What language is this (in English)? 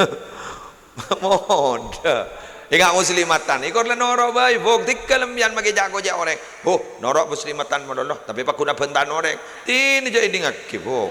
Madurese